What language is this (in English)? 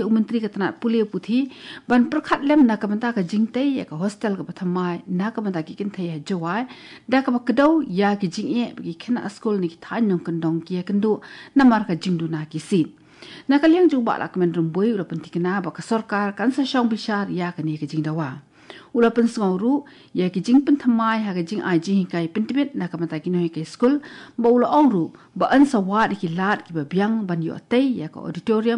Khasi